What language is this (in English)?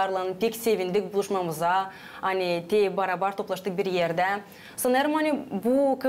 Gagauz